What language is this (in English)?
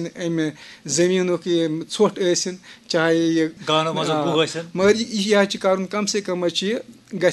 Kashmiri